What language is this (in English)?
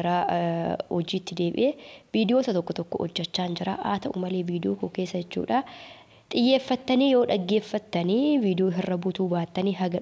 Oromo